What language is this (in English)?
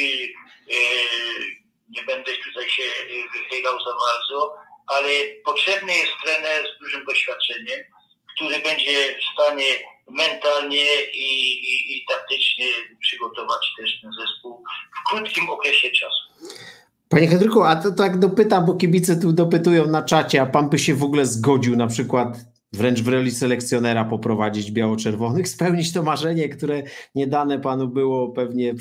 Polish